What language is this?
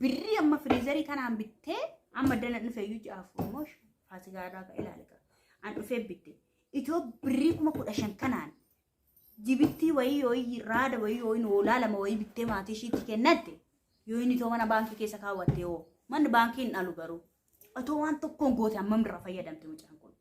Oromo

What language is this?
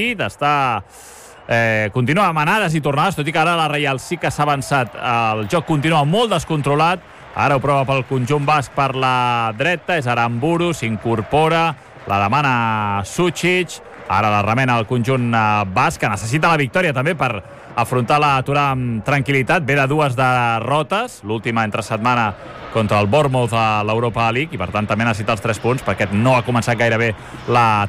Catalan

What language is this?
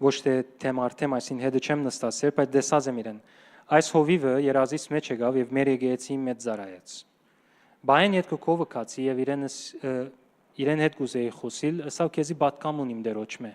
Western Armenian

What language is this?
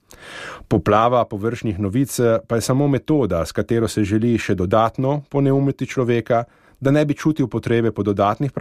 Slovenian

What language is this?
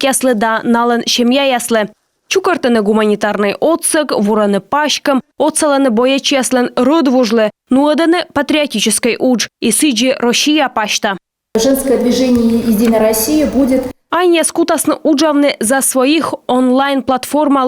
Komi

